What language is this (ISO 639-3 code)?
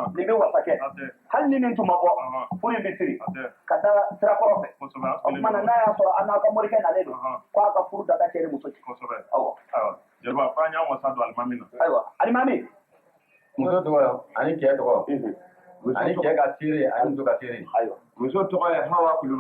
bam